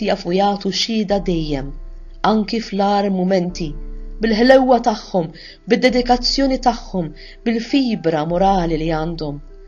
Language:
Maltese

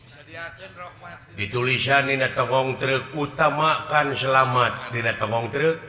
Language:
Sundanese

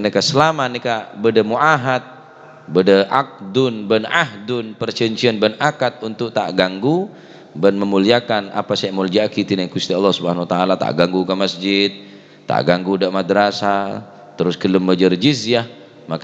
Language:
Madurese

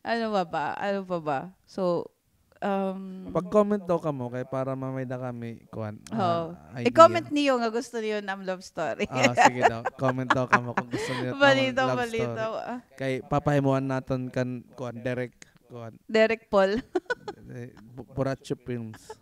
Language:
Waray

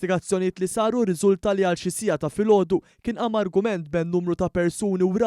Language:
Maltese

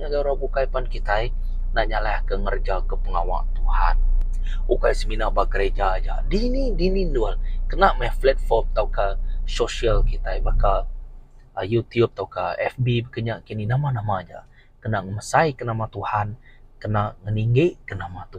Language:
Iban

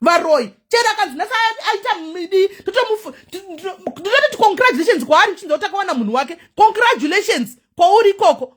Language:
Shona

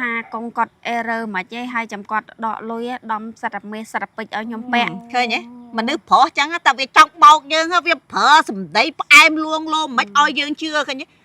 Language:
Khmer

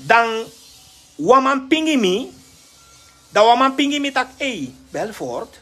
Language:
Sranan Tongo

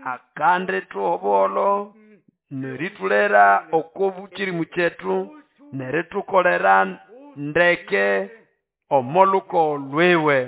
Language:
Nande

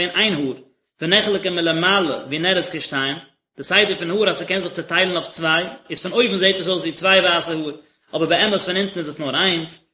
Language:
Yiddish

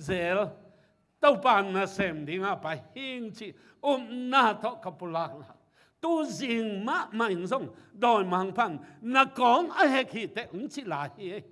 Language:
Tedim Chin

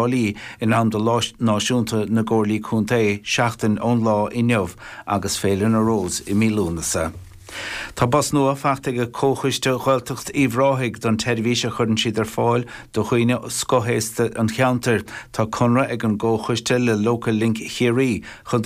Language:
Irish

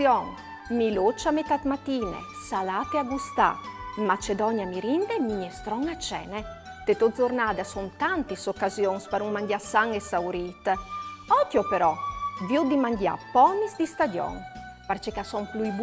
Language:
Friulian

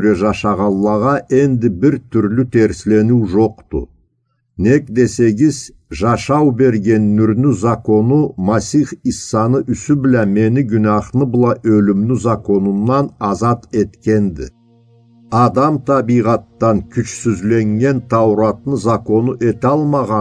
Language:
Karachay-Balkar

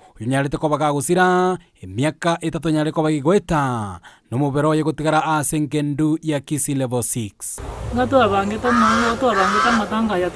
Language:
Gusii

